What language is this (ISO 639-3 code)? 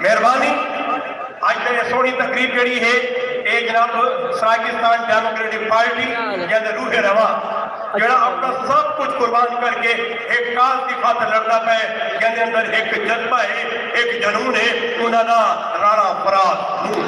skr